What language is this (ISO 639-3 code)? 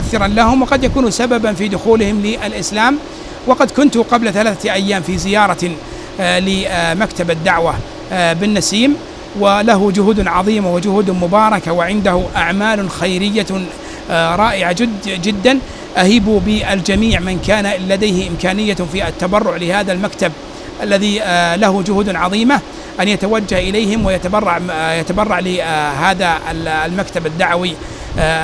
ara